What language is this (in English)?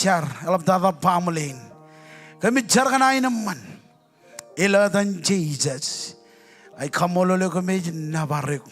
Marshallese